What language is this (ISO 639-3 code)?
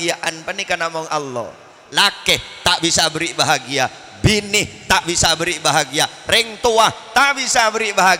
mad